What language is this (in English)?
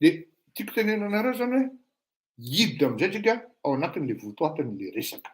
Malagasy